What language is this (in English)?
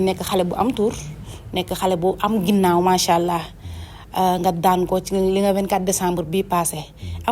Wolof